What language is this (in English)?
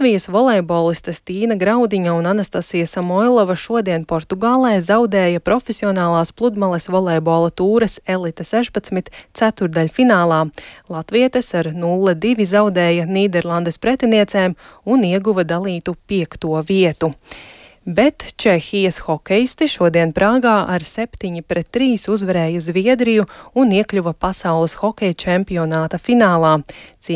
Latvian